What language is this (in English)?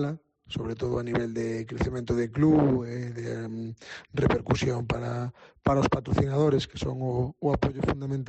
Galician